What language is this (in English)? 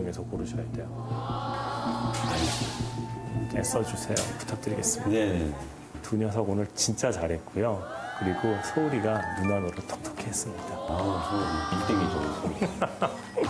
Korean